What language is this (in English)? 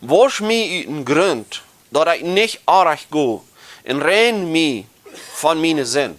Plautdietsch